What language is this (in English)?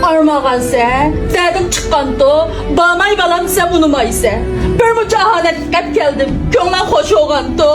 Uyghur